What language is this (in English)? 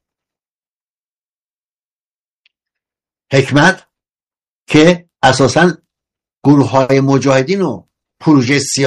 Persian